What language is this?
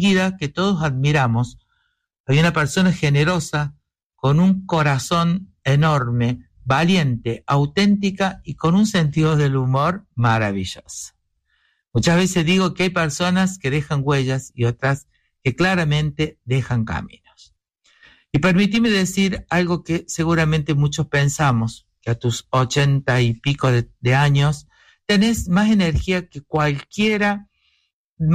Spanish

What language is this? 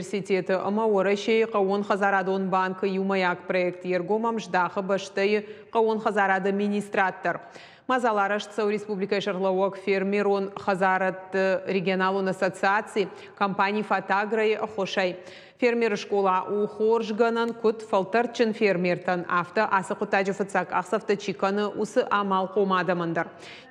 Ossetic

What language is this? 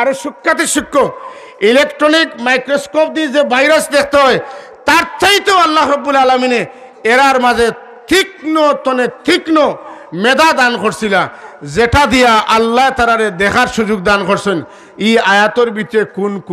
Sylheti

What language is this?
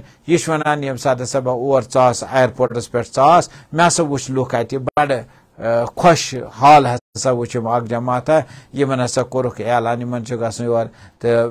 Kashmiri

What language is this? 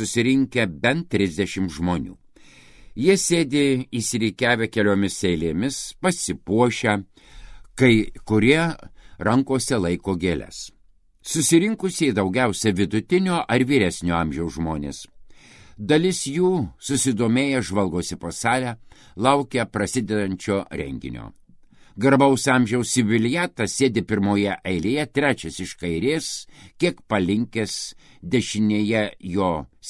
Lithuanian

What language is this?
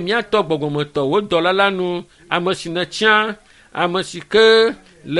Ewe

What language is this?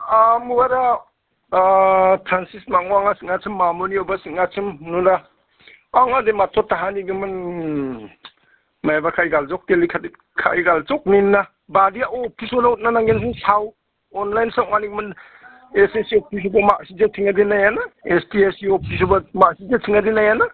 Garo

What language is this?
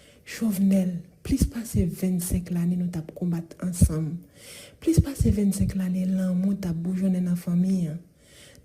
Haitian Creole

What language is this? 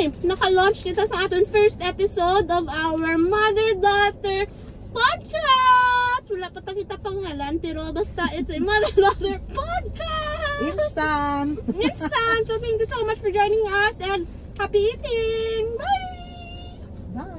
Hiligaynon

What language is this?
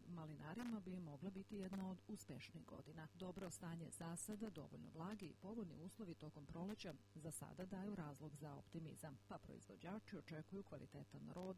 Serbian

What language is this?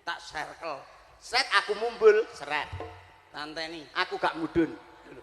Javanese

